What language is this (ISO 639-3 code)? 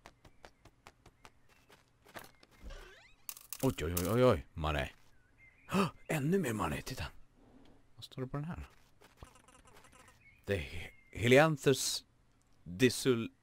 swe